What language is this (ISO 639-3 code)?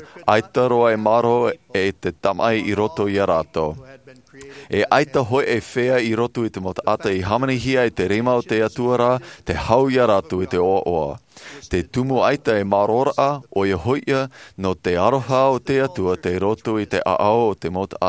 tah